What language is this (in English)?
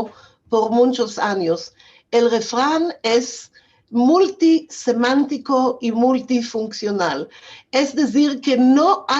Ladino